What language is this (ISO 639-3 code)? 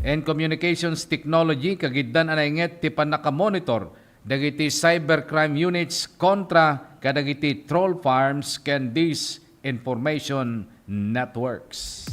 ilo